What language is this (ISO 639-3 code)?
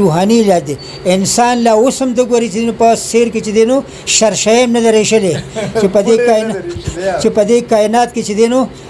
pus